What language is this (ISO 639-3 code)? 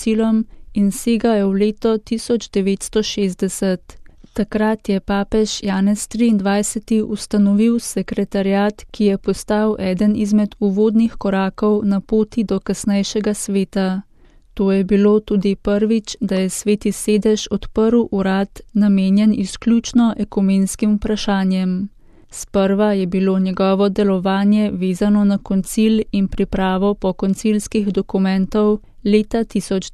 slv